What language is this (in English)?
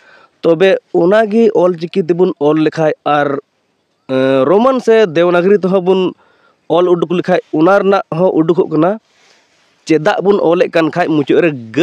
Santali